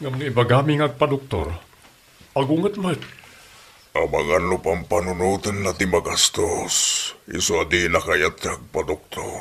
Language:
Iloko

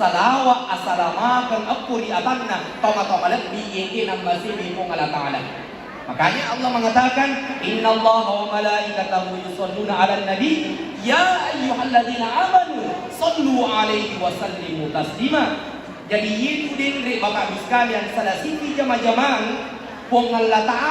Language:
Buginese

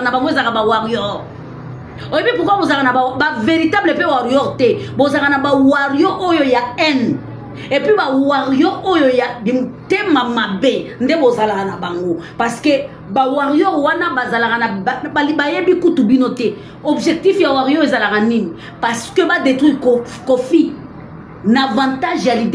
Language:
Lingala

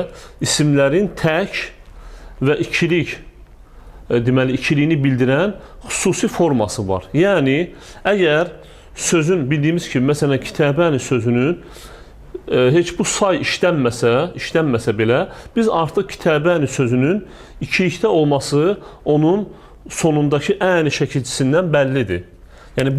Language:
Azerbaijani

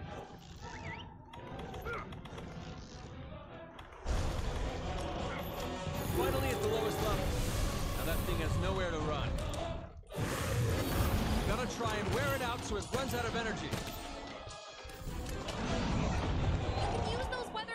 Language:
English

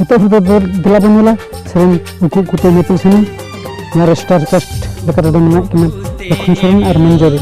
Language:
Santali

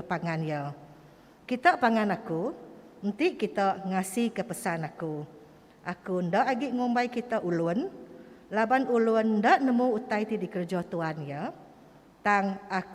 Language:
Iban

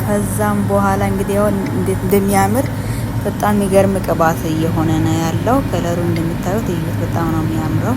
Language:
Amharic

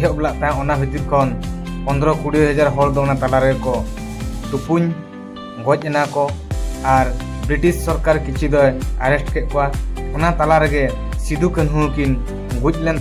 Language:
Santali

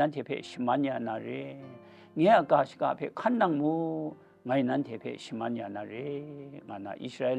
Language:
Kachin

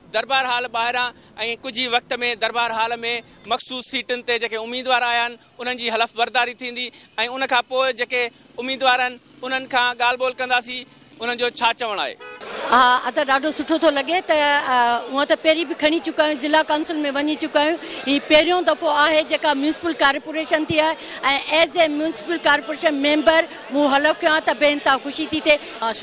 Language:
Sindhi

